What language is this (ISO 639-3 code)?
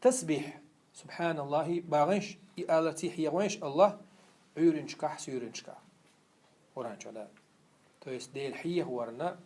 che